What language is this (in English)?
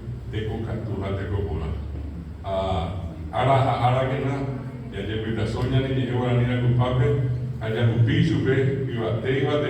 Guarani